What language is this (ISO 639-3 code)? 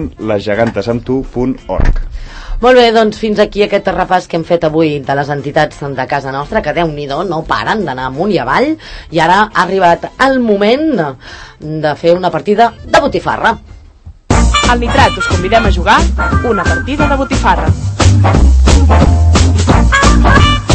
cat